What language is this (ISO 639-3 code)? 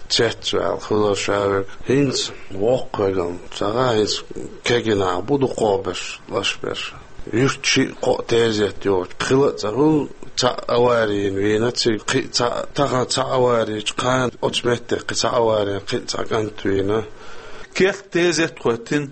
che